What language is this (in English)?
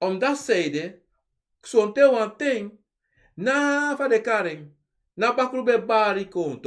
Sranan Tongo